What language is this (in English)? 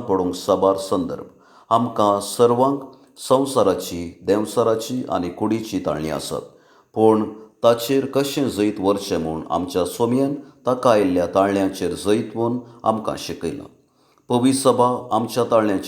Konkani